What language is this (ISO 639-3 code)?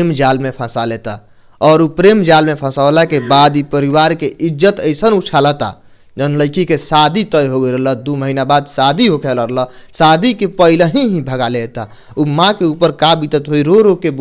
bho